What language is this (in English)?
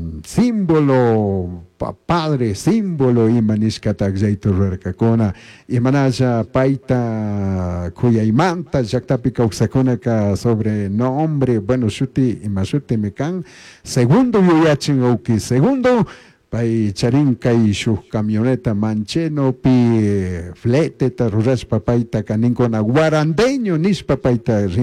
Chimborazo Highland Quichua